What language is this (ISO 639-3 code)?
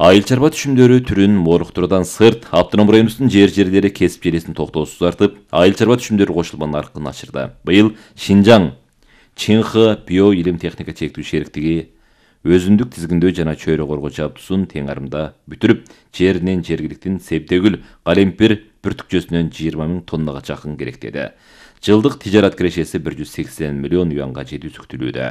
kir